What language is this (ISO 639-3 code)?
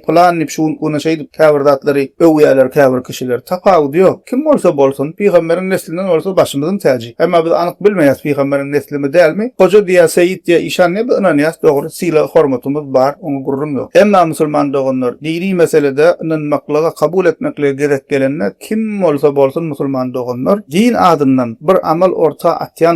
tuk